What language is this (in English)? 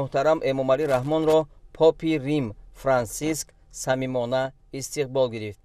Tajik